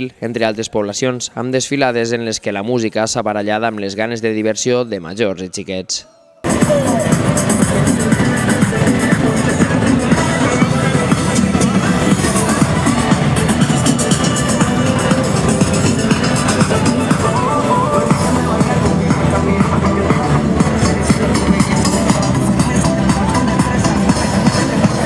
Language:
Catalan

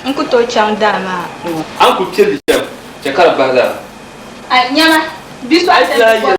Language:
Dagbani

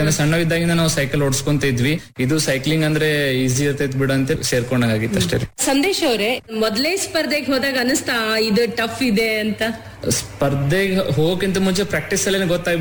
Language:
Kannada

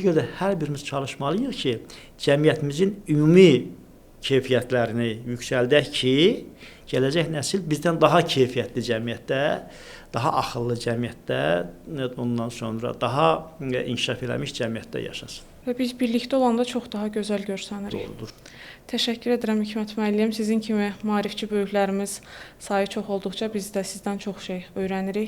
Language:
Azerbaijani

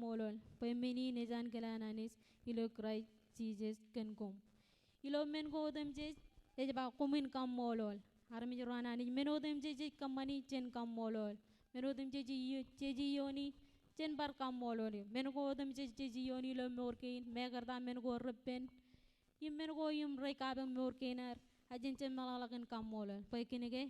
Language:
Marshallese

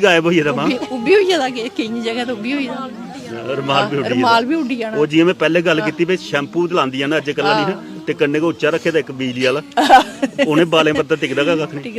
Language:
Dogri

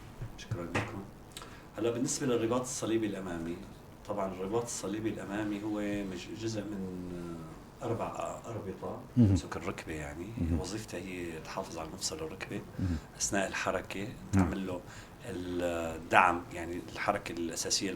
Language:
North Levantine Arabic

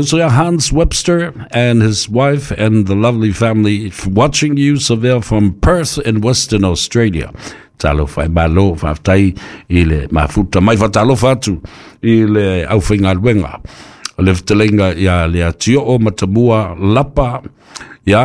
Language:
Samoan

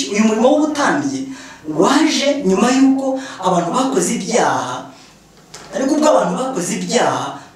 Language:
Kinyarwanda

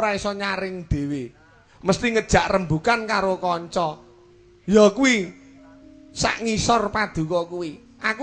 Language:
Javanese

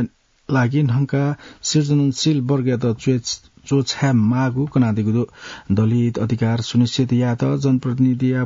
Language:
Newari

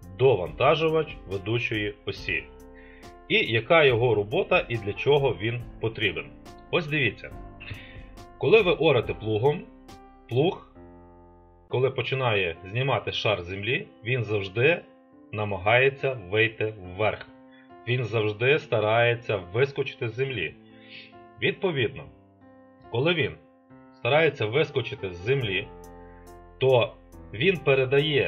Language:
Ukrainian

